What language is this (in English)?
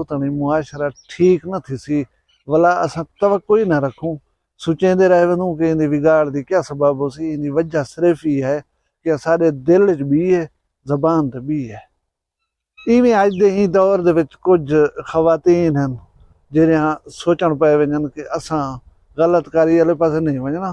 Saraiki